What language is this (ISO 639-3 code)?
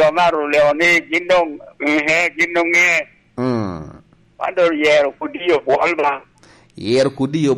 laj